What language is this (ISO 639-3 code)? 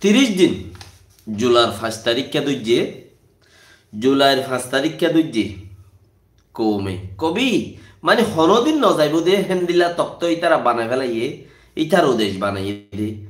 rhg